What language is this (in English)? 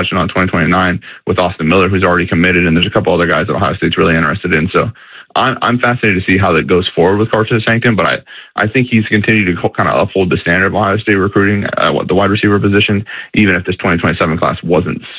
English